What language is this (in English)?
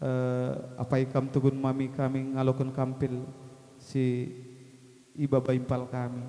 Batak Karo